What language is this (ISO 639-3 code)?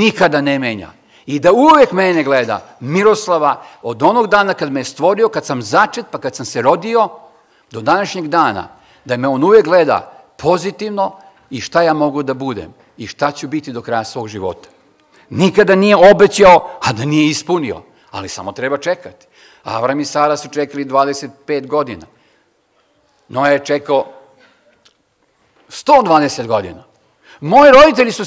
srp